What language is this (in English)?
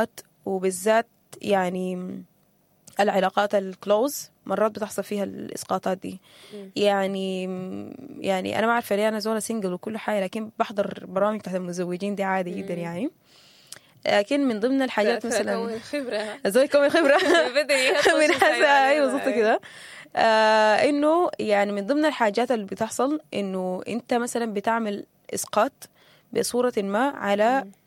Sudanese Arabic